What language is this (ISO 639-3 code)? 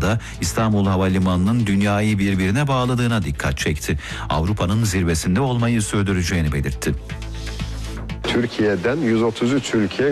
tur